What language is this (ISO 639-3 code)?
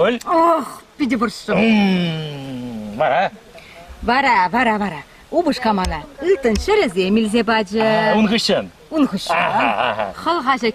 chv